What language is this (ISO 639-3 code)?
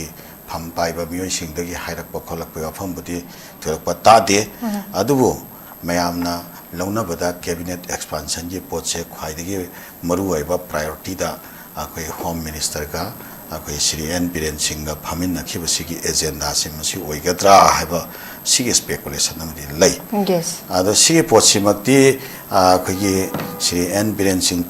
mni